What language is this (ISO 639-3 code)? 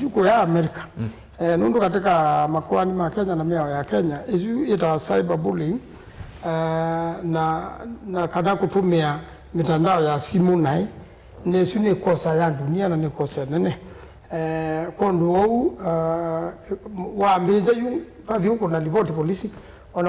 kam